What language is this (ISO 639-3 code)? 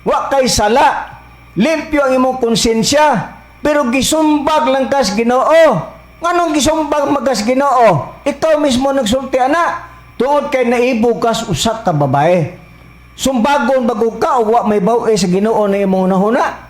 ceb